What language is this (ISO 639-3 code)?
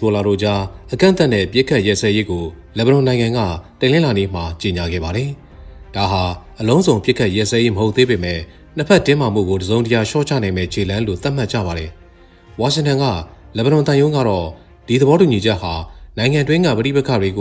mya